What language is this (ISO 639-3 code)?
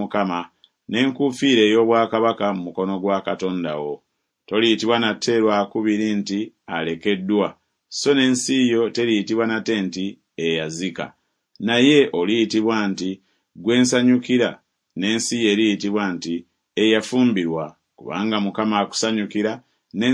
lug